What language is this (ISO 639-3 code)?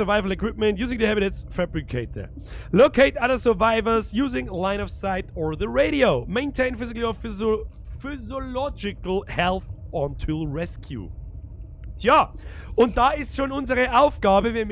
bar